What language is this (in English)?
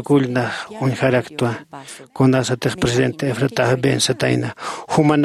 Aymara